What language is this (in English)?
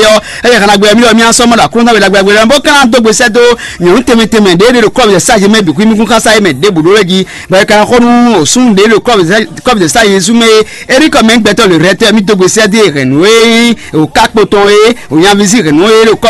Fon